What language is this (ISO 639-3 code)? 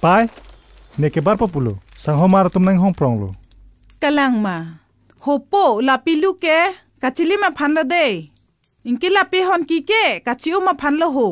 mjw